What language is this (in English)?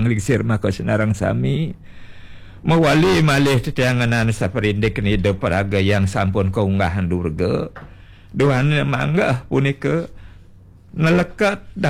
Balinese